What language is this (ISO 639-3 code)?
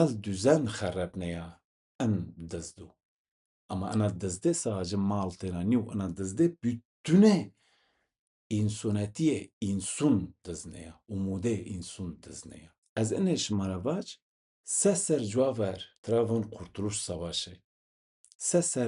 zza